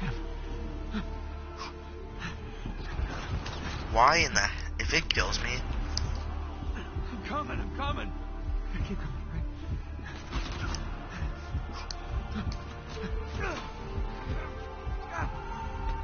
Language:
English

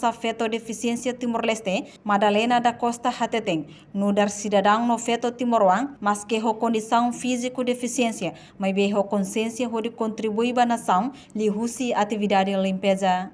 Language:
Tetum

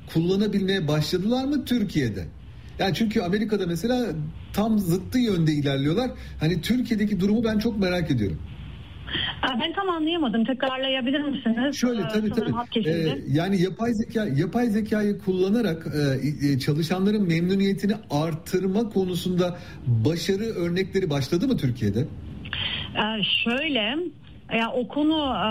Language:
Turkish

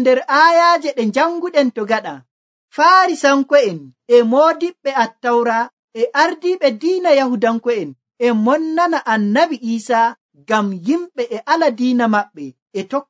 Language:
Nigerian Fulfulde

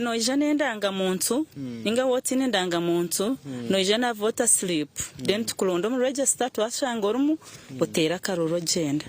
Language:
Nyankole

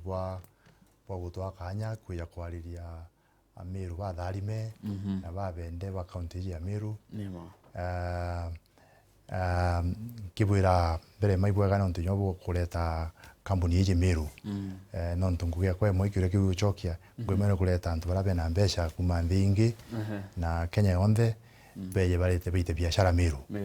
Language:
Meru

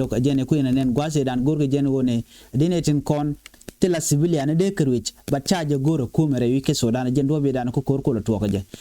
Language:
Nuer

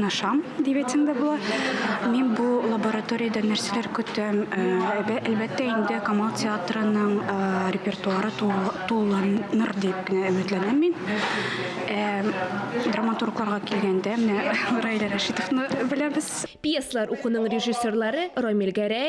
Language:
Tatar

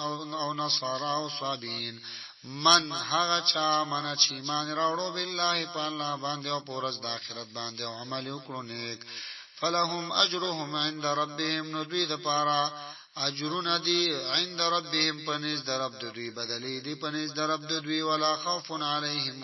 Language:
Pashto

